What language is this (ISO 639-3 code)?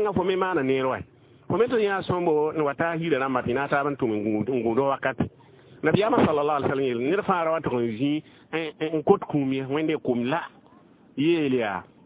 mos